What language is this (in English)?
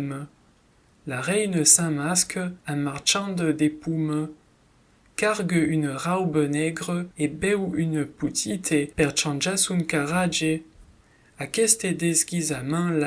Occitan